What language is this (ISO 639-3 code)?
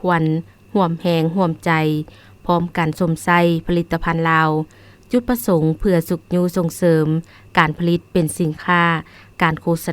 lao